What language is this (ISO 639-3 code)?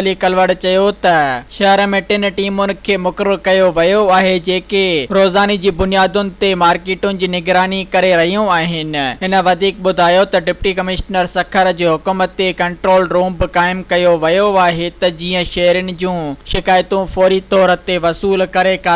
snd